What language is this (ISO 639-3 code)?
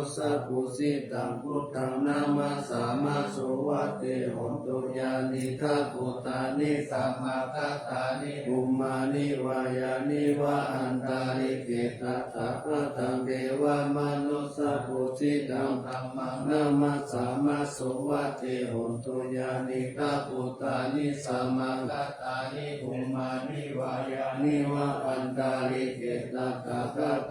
pli